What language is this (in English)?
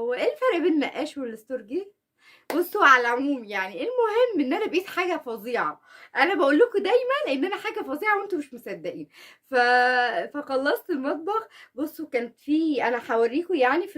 Egyptian Arabic